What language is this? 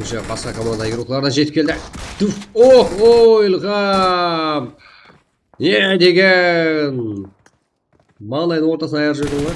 Kara-Kalpak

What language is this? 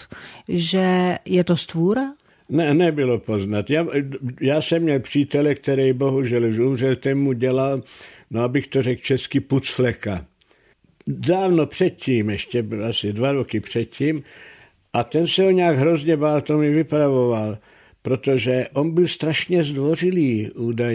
Czech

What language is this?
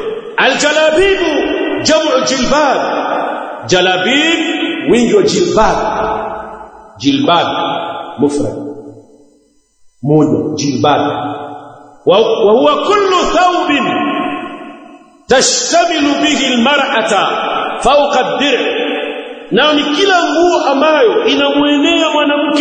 Swahili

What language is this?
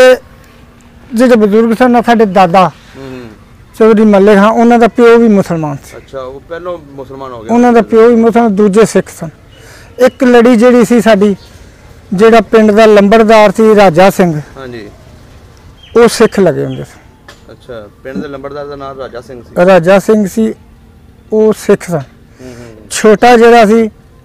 Punjabi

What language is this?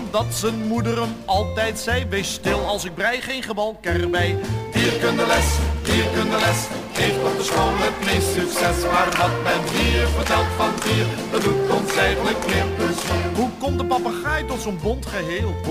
Dutch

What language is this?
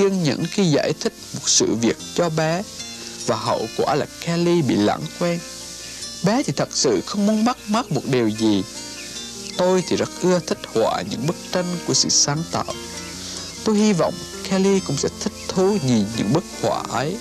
Vietnamese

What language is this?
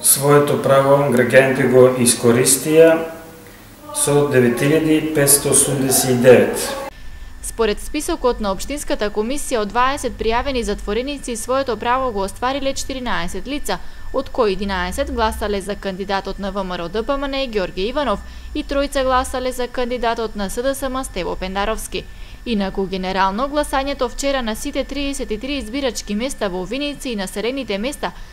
Macedonian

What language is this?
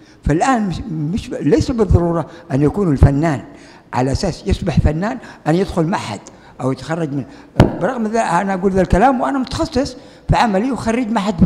Arabic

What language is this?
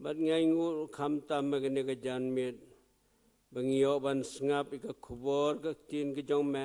Khasi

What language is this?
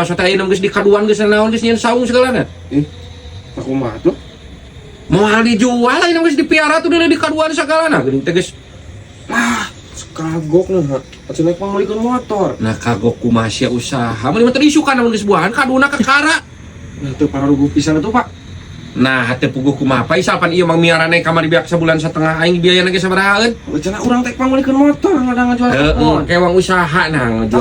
Sundanese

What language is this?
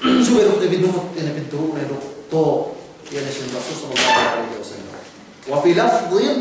Yakan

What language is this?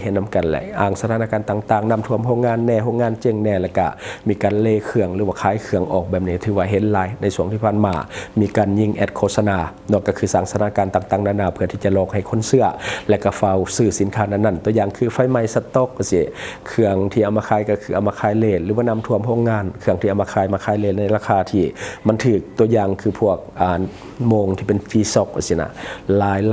Lao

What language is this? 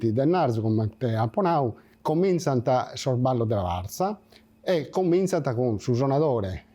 Sardinian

